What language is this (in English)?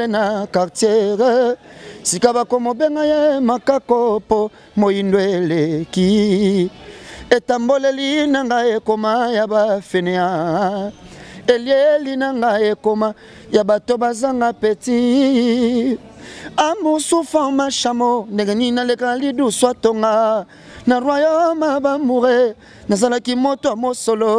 Lingala